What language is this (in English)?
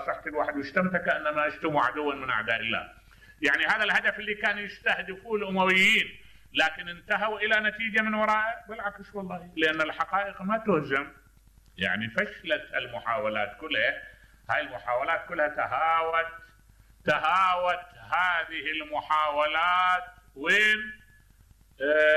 Mesopotamian Arabic